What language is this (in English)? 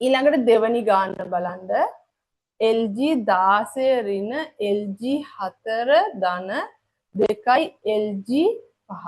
Sinhala